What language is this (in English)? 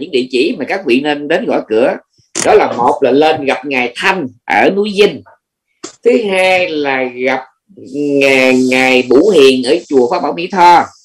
Vietnamese